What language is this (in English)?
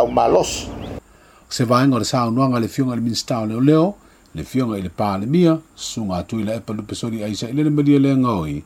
Samoan